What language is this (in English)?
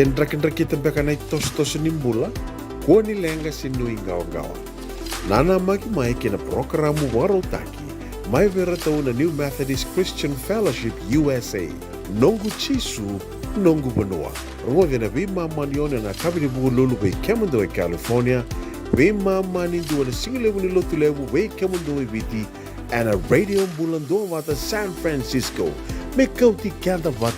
Fijian